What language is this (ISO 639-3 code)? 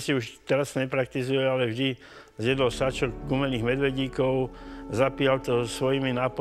slk